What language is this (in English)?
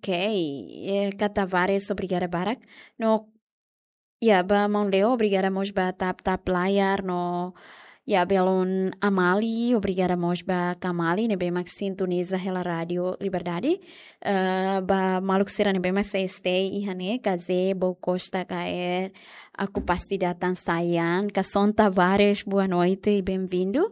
Tetum